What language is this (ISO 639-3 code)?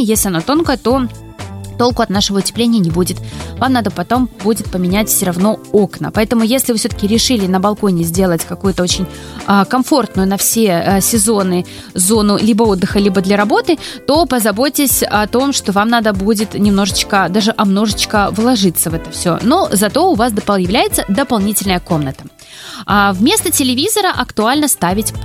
rus